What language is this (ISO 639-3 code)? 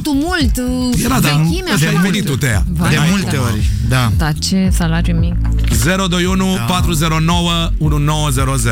ron